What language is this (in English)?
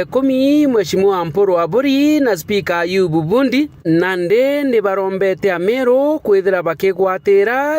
Meru